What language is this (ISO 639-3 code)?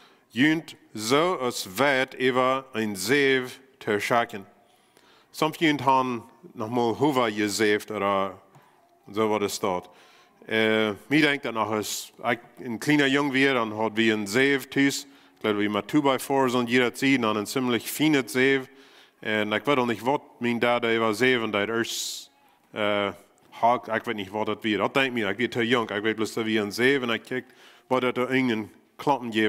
pdt